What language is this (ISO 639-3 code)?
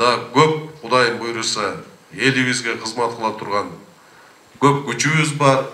kir